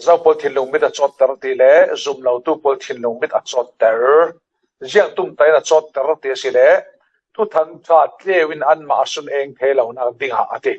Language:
Falam Chin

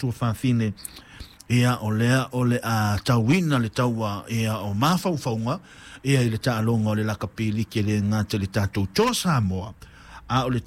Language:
Samoan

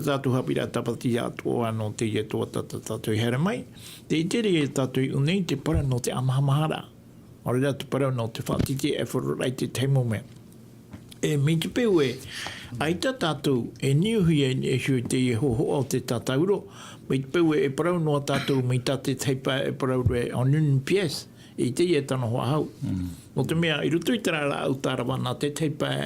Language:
Tahitian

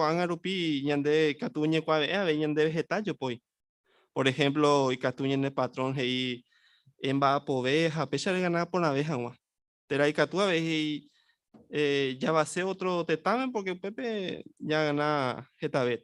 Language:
Guarani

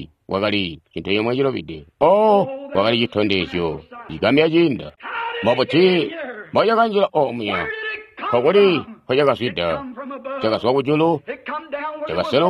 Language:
Tonga (Zambia)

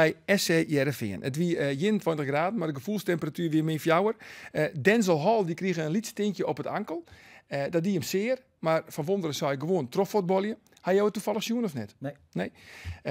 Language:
Western Frisian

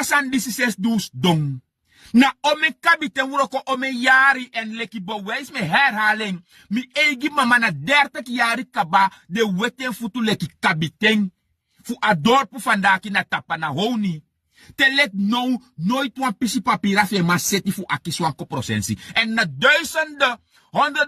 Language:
Sranan Tongo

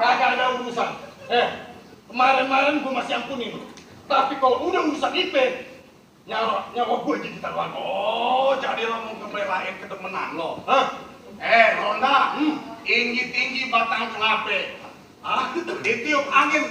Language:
Betawi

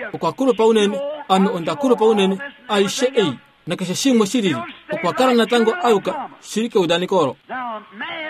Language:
Kuanyama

